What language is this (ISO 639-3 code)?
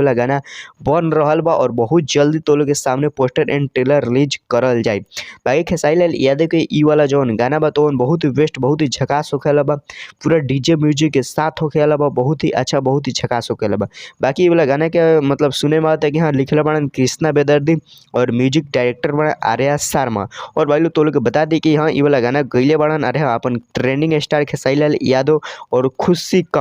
bho